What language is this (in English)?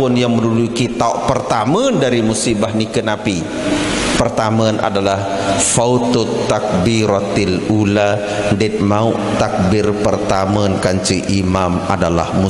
Sasak